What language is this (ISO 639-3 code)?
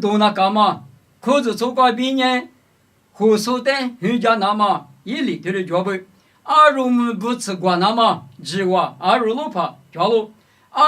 lis